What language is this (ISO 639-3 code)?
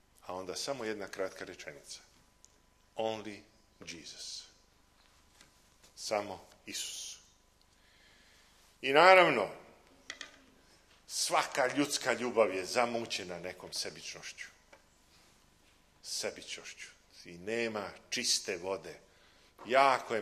srp